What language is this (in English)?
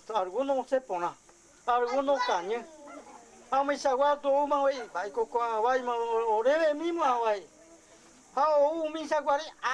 Guarani